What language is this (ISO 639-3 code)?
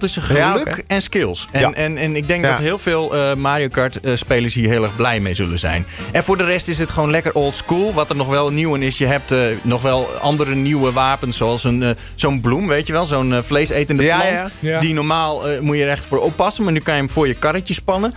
nld